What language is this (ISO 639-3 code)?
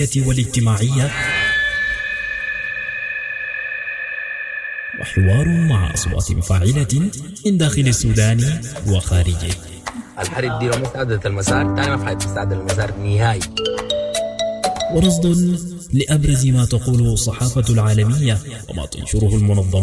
apd